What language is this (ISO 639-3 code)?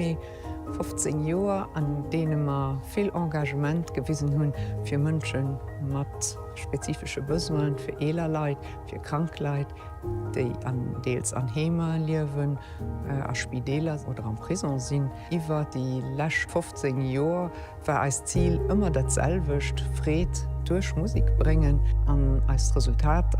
ltz